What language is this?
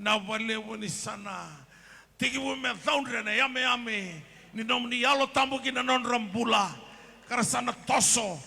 Fijian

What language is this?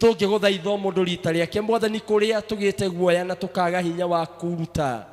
Kikuyu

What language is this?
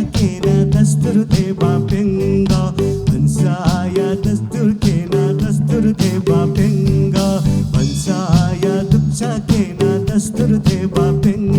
Newari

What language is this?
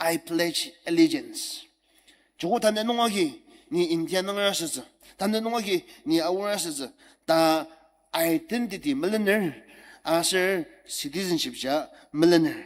Ao Naga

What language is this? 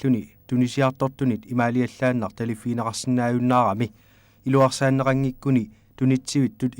Kalaallisut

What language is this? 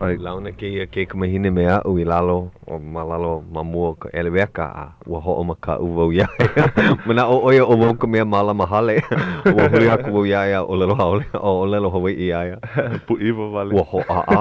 Hawaiian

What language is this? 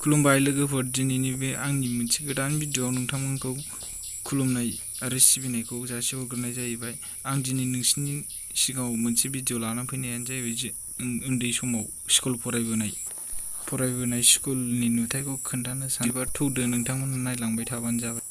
Bodo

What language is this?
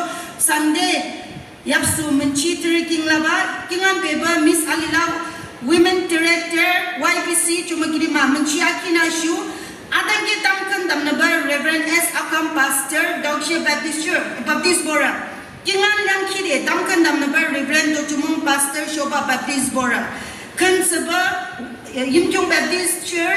Naga Pidgin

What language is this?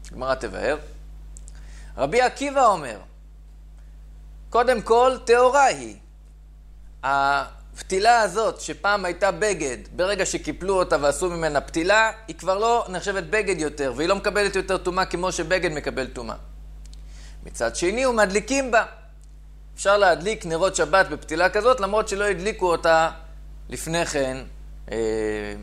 Hebrew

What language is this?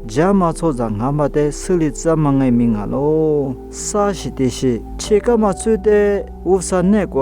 Lisu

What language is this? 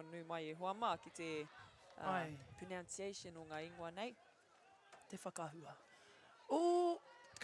Māori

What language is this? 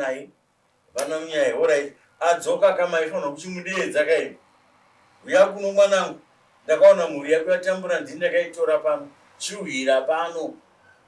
Shona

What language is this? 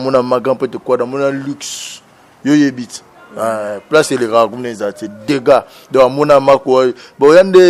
Lingala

